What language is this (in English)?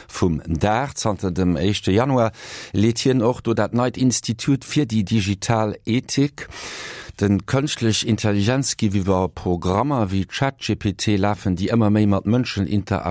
Luxembourgish